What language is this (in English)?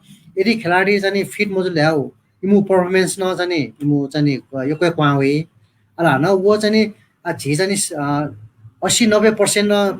Newari